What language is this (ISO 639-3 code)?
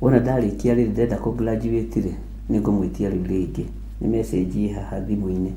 kik